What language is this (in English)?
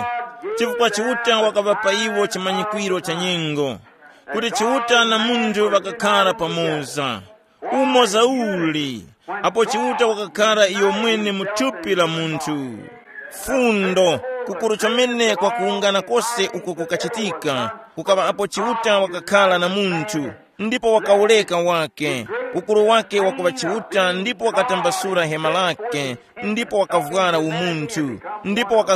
Tumbuka